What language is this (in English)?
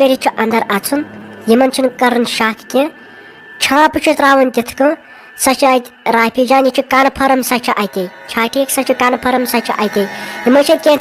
Kashmiri